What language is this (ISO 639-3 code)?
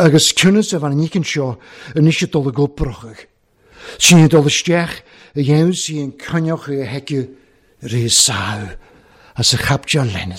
cym